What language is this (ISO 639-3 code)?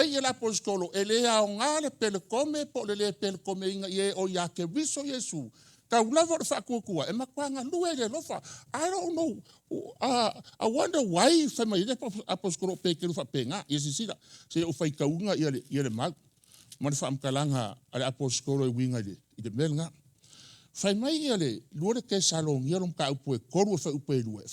smo